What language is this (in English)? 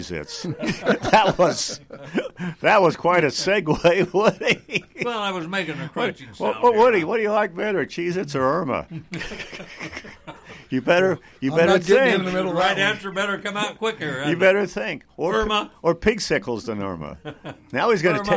English